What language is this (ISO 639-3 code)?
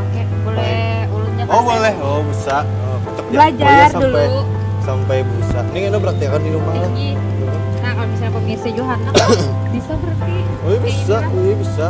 bjn